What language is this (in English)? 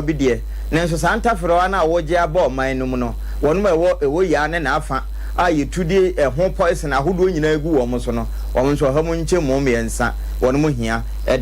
Akan